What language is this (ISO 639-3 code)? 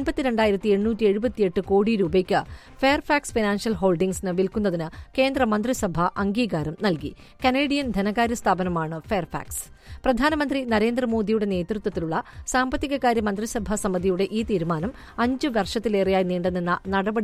mal